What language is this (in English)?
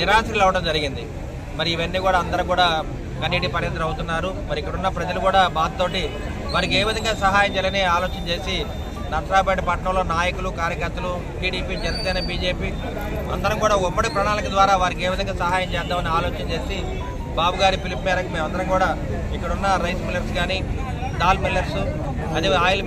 Telugu